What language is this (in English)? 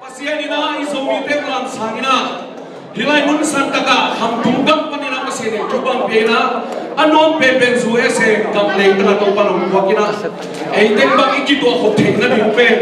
Tedim Chin